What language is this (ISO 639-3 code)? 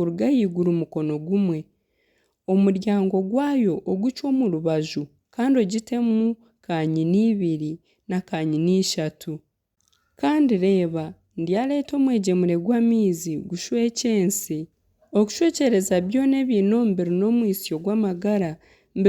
nyn